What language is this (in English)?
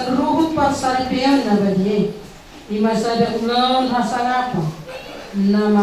Batak Toba